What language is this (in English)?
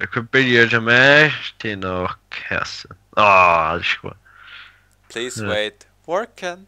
Faroese